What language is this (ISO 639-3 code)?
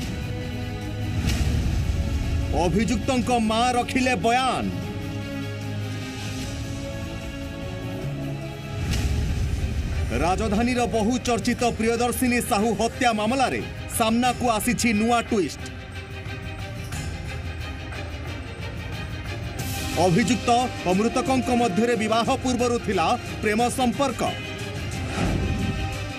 ori